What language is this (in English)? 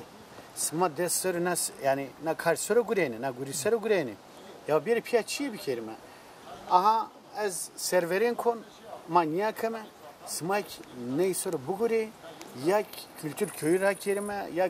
Zaza